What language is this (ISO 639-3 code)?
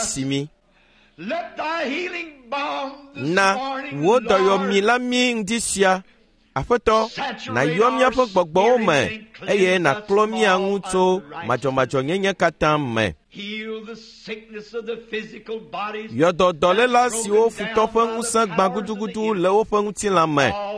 ewe